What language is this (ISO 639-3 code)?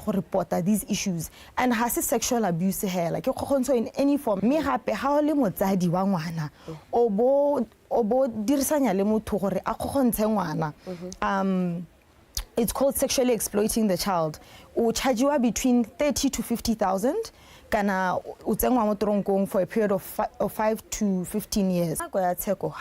tsn